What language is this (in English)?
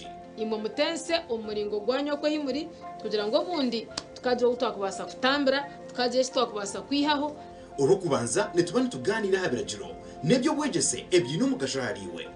Nyankole